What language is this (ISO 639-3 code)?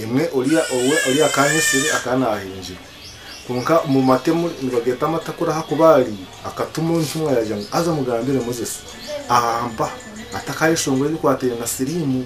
nyn